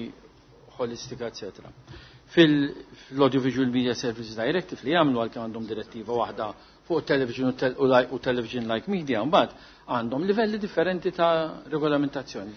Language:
Maltese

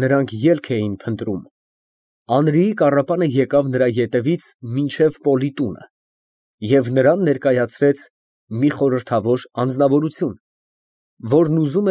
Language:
Armenian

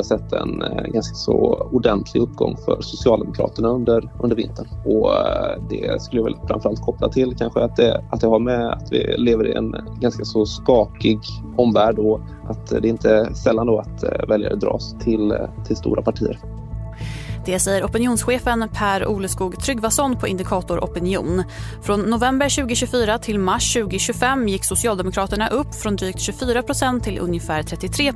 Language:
Swedish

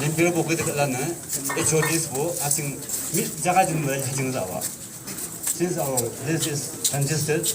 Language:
Yimchungru Naga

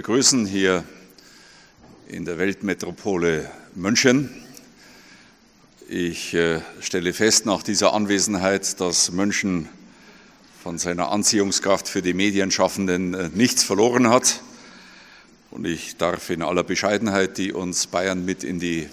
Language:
German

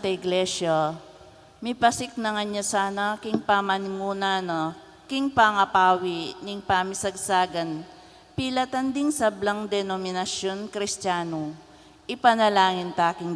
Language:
Pampanga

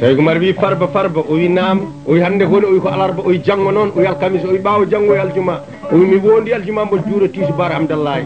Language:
Fula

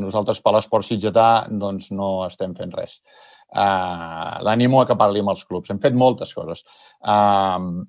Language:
Catalan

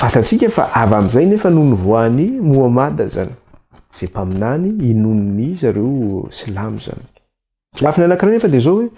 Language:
Malagasy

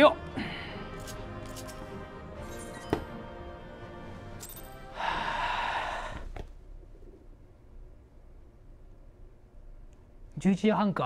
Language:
Japanese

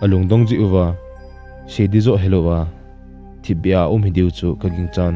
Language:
Thado Chin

